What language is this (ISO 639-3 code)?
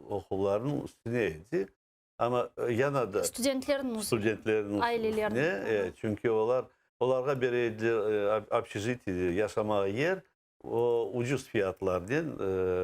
crh